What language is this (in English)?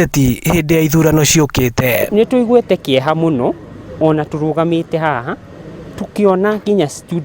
Kikuyu